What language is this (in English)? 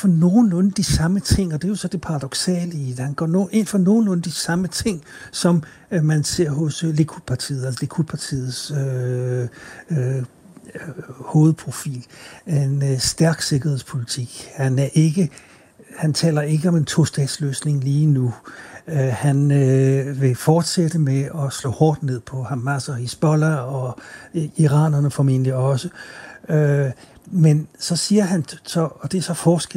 Danish